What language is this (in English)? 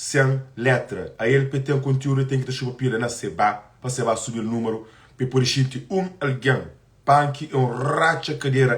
Kabuverdianu